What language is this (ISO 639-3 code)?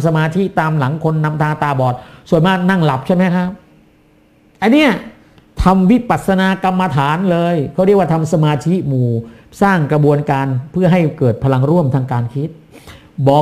tha